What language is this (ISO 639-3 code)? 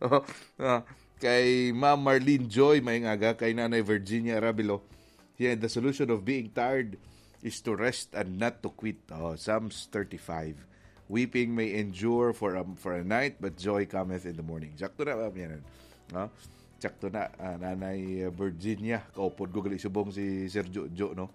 hil